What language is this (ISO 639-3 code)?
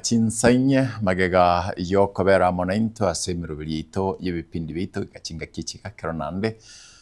guz